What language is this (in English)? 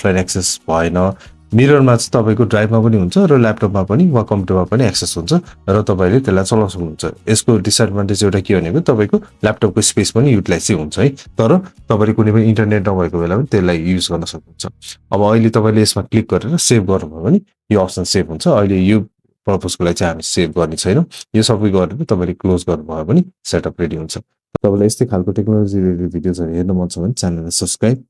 Nepali